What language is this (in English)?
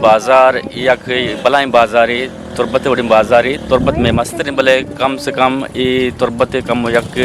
Eastern Balochi